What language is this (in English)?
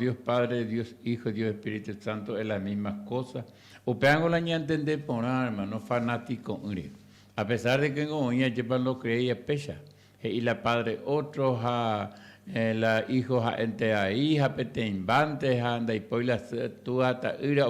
Guarani